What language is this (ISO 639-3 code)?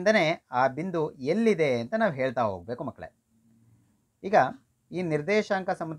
kan